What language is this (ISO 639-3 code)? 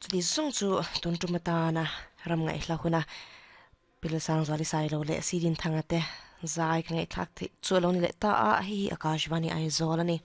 lus